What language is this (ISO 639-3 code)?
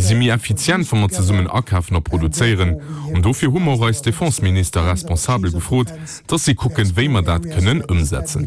ltz